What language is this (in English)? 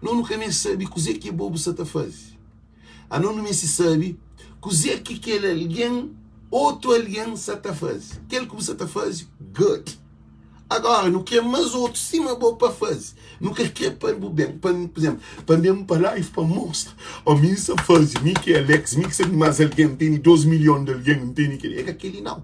Kabuverdianu